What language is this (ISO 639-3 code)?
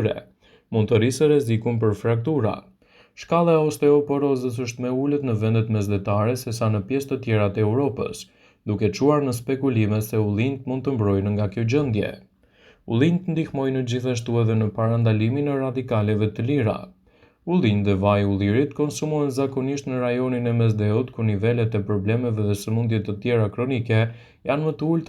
sqi